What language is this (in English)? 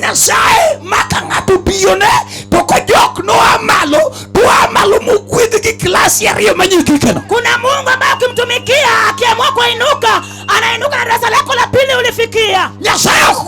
Luo (Kenya and Tanzania)